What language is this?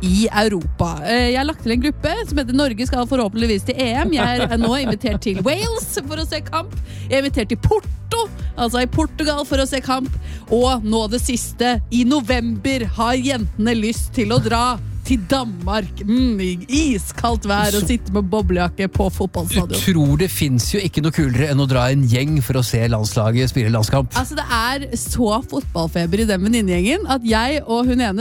Norwegian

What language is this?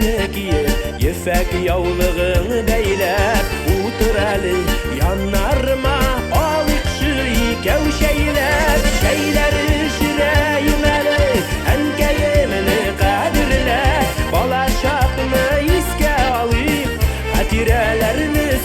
Tatar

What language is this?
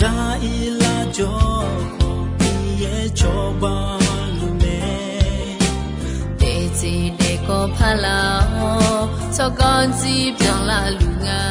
Akha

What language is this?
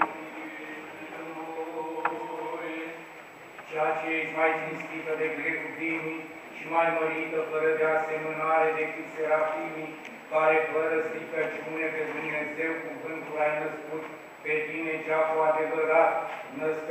Romanian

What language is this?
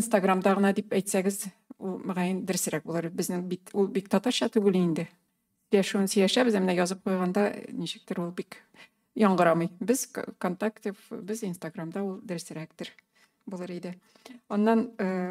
Tatar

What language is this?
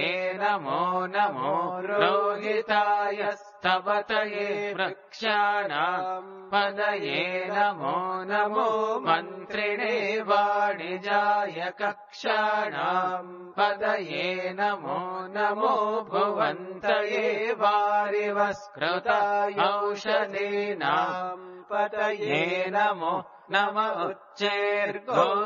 Sanskrit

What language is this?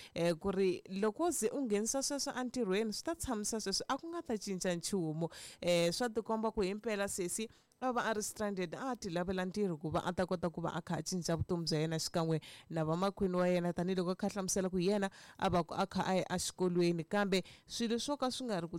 Tsonga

